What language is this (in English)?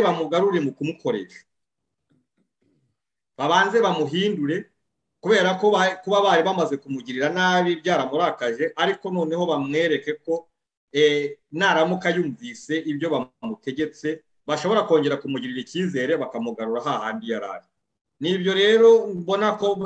Kinyarwanda